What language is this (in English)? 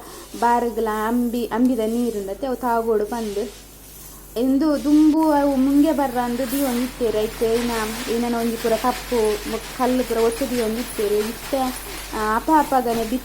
Tulu